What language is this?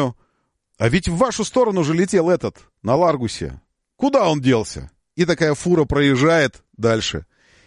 Russian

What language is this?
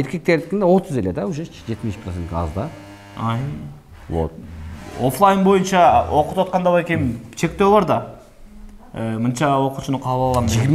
Kyrgyz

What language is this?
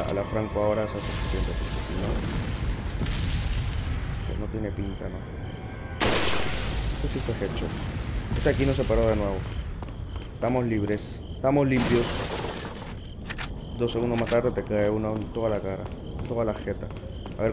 Spanish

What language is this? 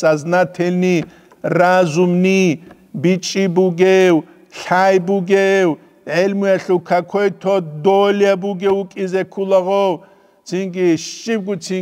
Avaric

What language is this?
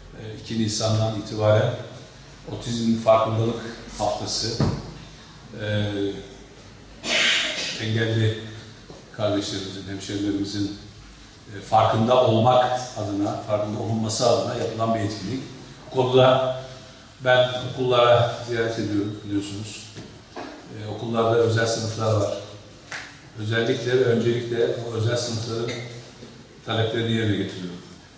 Turkish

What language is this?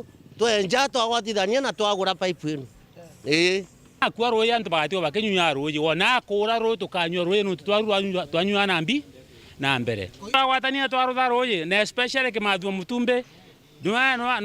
Meru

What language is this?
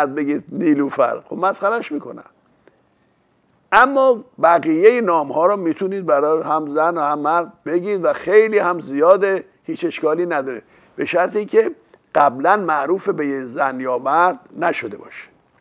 Persian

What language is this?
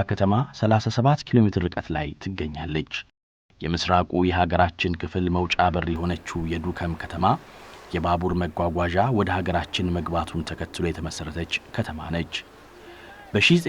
Amharic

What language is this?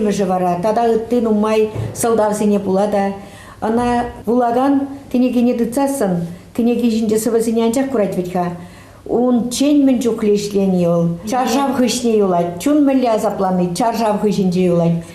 Chuvash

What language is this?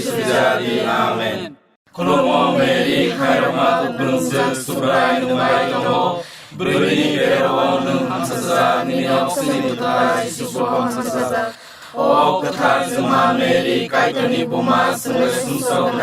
Kok Borok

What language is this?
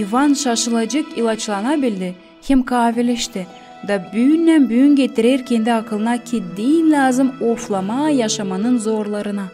Gagauz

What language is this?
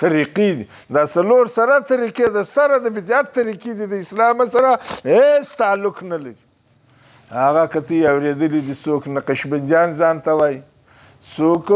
Pashto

